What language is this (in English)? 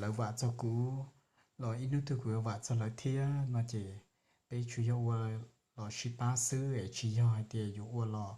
Hmong